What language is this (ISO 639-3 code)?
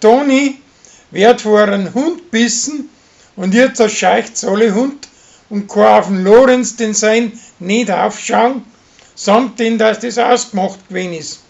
bar